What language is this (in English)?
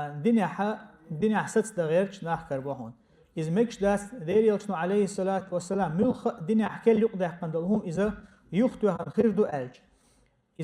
Chechen